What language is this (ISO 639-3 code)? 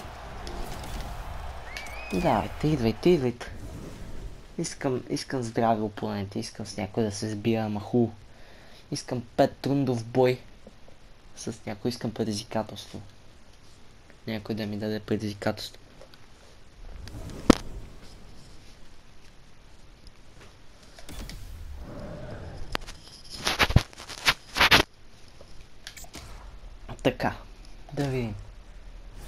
bul